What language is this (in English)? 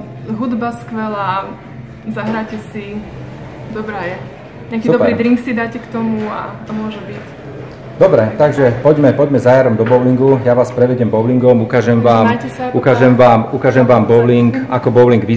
Slovak